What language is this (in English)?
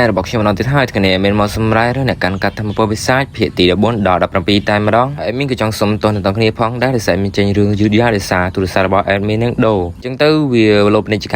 Khmer